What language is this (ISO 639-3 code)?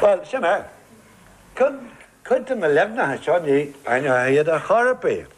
gle